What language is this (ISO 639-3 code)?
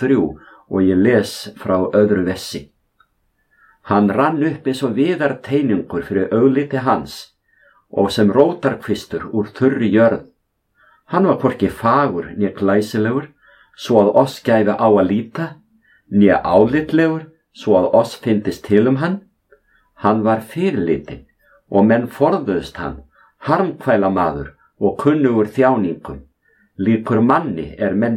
isl